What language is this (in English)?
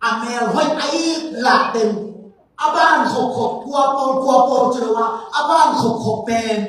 Tedim Chin